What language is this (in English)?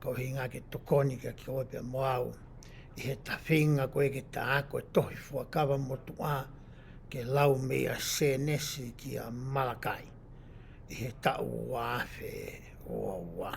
Tongan